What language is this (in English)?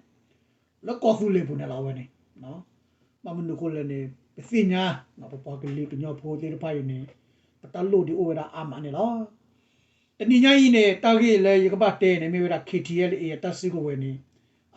S'gaw Karen